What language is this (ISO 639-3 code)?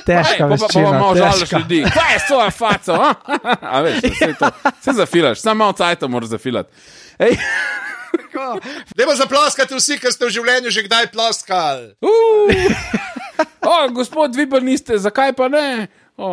slv